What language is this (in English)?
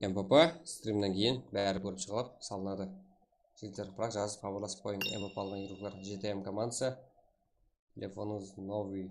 Kara-Kalpak